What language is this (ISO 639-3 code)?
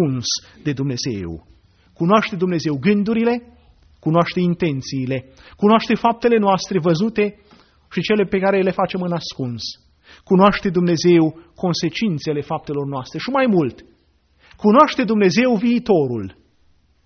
ron